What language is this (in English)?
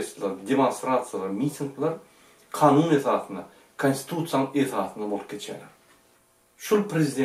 Turkmen